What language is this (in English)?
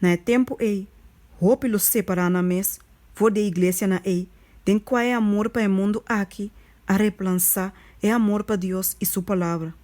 Papiamento